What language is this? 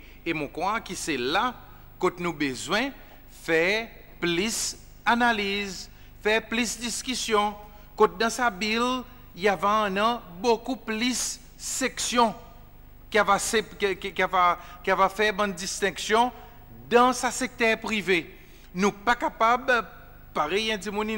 Seselwa Creole French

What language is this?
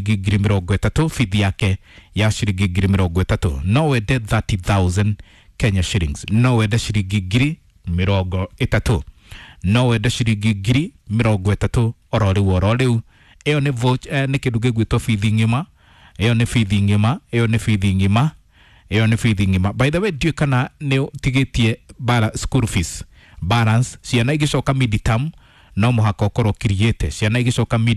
Kikuyu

